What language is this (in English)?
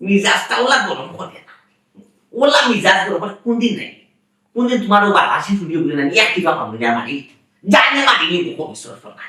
Sylheti